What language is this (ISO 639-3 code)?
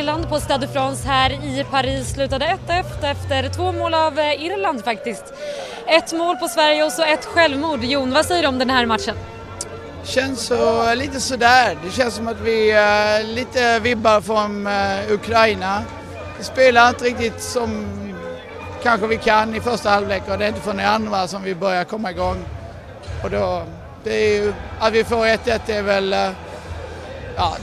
swe